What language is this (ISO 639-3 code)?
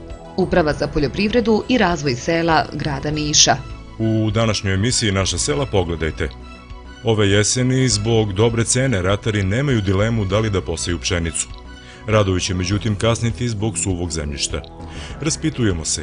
srp